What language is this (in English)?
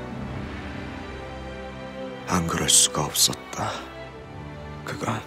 Korean